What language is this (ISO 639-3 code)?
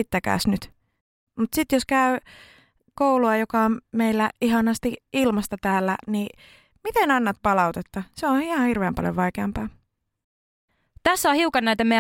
fin